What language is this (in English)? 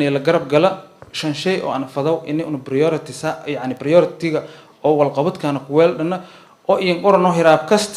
Somali